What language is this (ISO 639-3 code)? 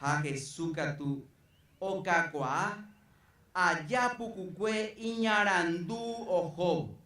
grn